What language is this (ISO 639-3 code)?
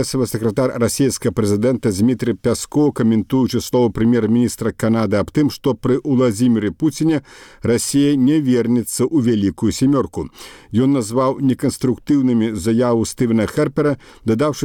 bel